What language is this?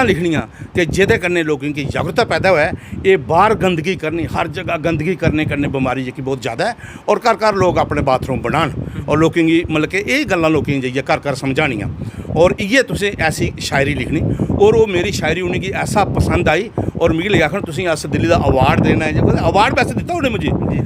Dogri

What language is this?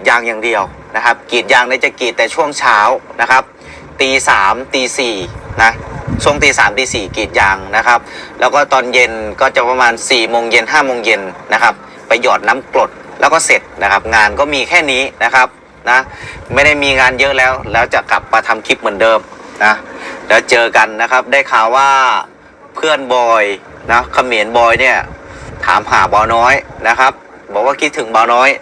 Northeastern Thai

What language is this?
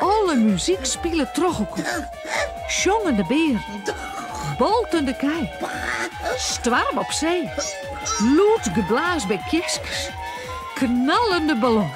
Western Frisian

